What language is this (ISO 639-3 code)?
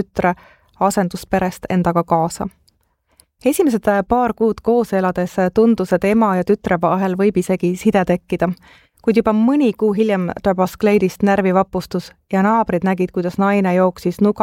est